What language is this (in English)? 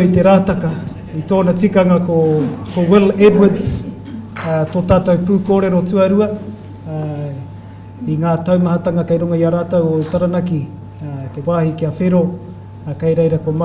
Māori